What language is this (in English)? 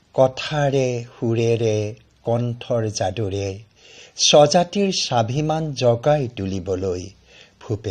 Assamese